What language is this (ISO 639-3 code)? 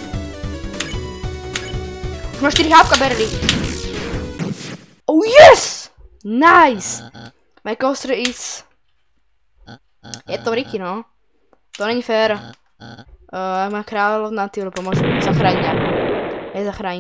ces